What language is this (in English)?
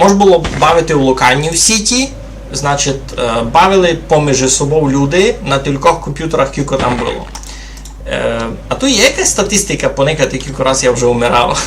Rusyn